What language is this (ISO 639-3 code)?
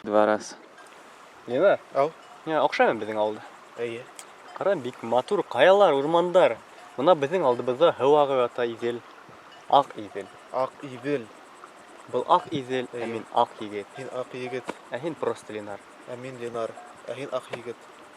bak